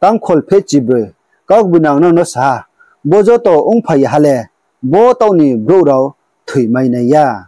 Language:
Riang (India)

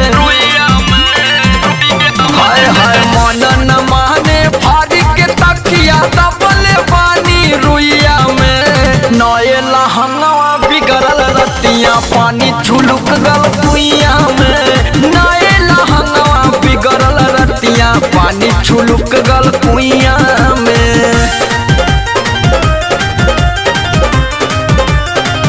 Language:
Bhojpuri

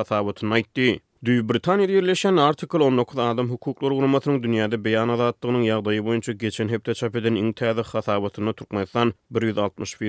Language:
Turkmen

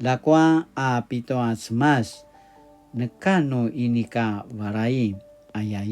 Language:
Paiwan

